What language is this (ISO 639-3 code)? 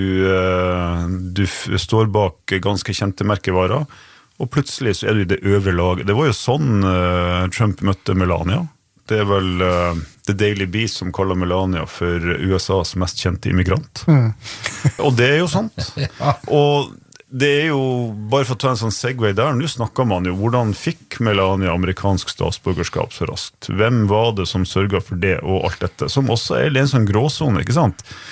nor